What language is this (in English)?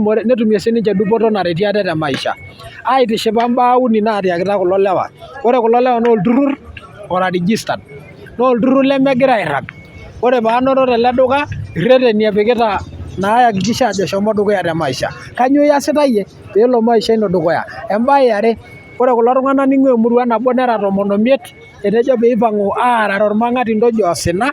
Masai